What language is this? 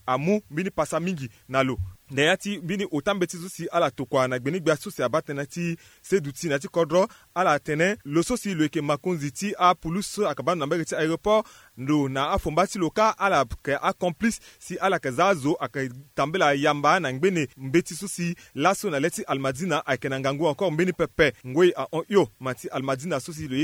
Sango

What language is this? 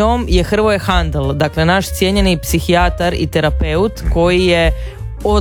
Croatian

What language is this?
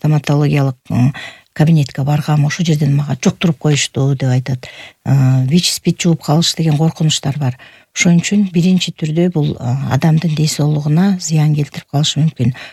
Kyrgyz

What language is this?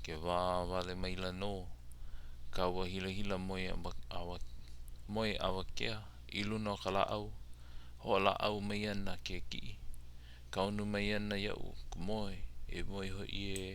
Hawaiian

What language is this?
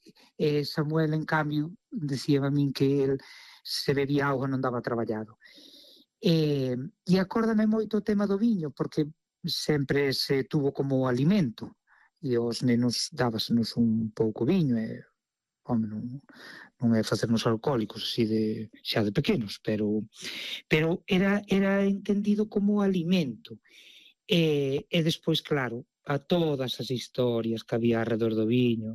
Galician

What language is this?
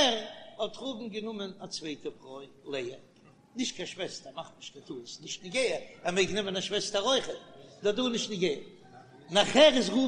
Yiddish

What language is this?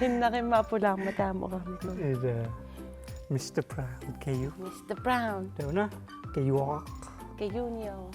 Kalaallisut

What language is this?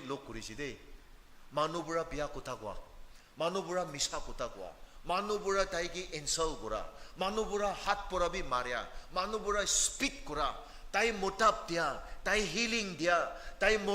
Naga Pidgin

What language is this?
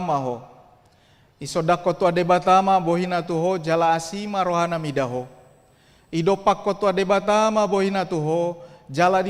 Batak Toba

